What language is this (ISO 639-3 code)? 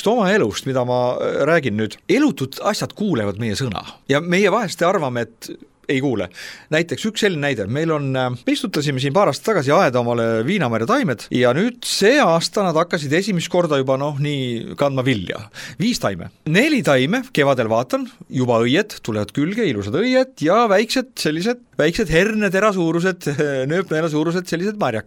est